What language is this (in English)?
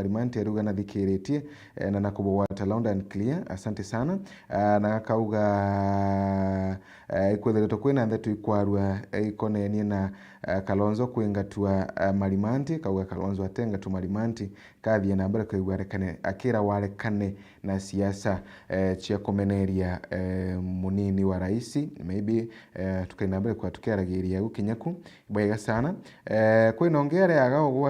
Meru